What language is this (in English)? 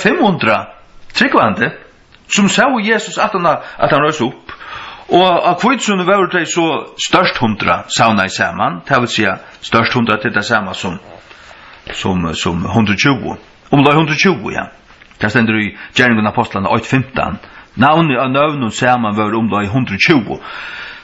Faroese